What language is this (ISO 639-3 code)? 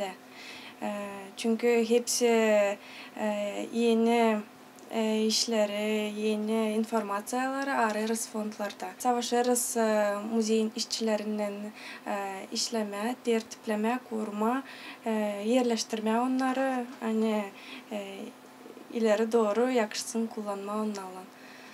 gag